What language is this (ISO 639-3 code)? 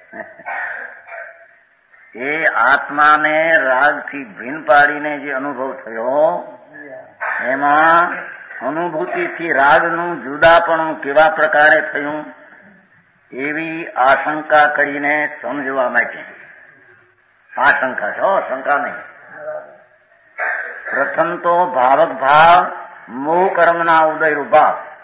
guj